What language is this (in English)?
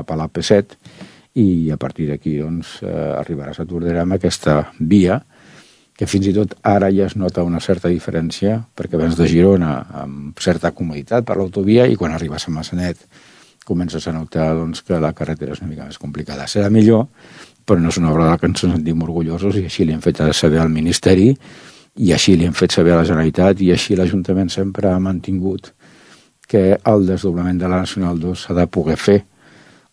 Catalan